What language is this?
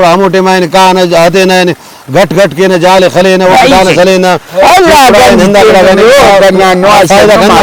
Brahui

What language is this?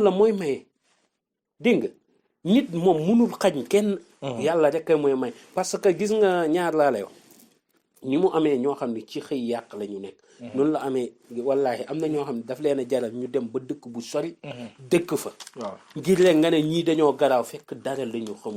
Wolof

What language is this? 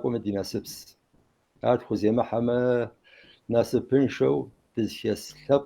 Kabardian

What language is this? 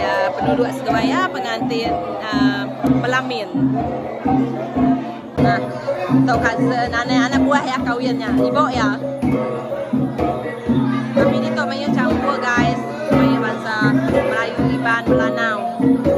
Malay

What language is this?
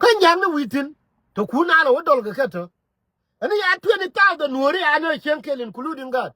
Nuer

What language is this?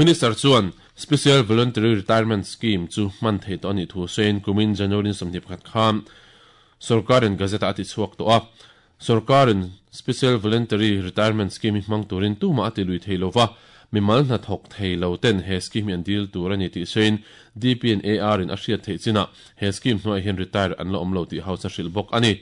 Mizo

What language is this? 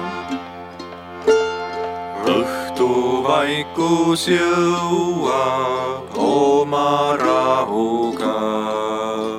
Estonian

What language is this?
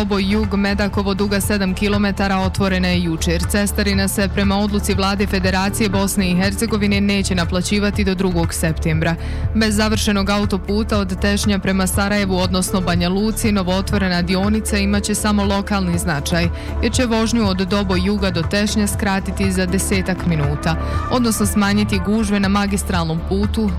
Bosnian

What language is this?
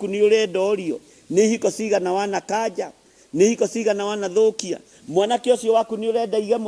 Kikuyu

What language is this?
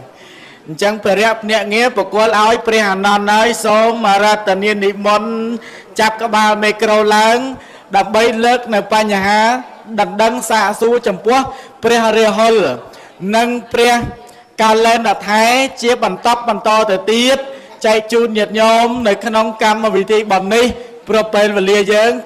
Khmer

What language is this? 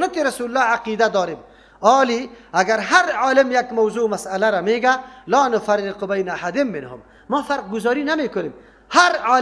Persian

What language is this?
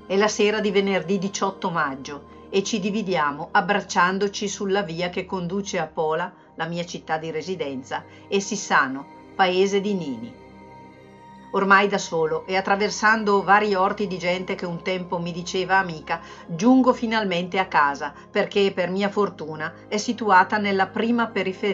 Italian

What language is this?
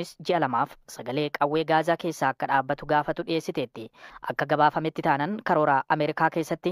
Oromo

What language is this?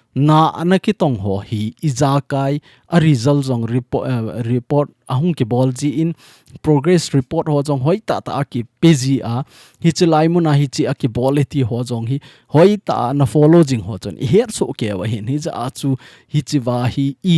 Thado Chin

